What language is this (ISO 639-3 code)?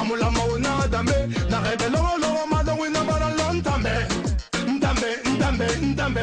fuf